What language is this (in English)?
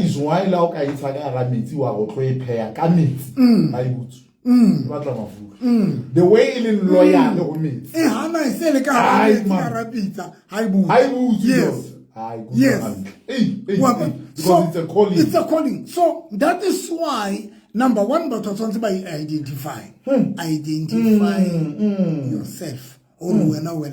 Southern Sotho